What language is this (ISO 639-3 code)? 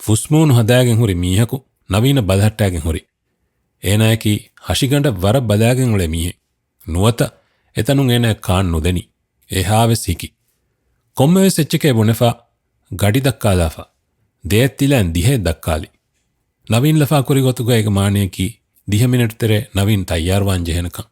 div